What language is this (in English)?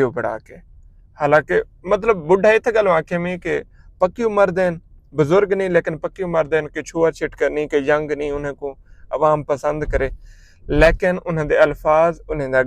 Saraiki